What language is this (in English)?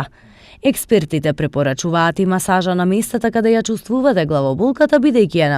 Macedonian